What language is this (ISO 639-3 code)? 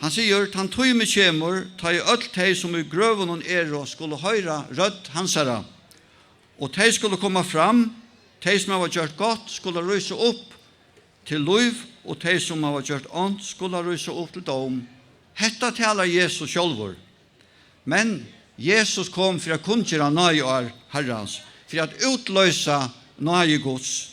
fao